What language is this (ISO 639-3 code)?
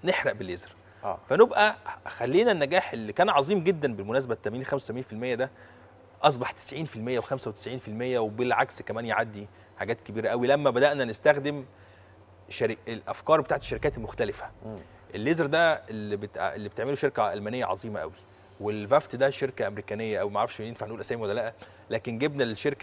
arz